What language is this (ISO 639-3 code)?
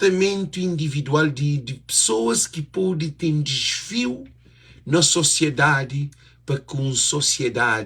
kea